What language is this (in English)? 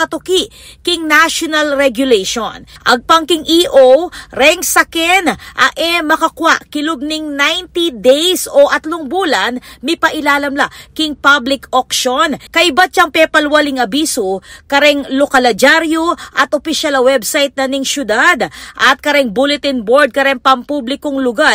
Pampanga